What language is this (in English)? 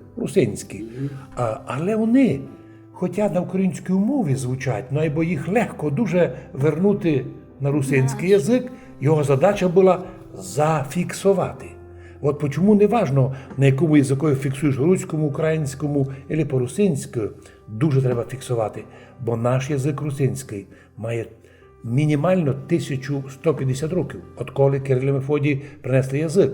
Rusyn